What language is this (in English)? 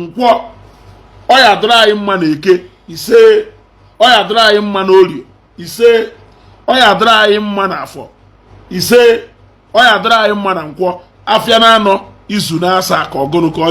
Igbo